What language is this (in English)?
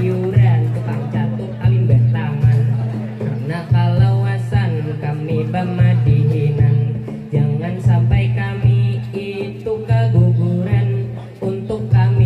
Banjar